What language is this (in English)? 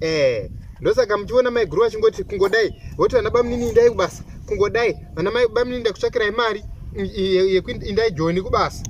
Shona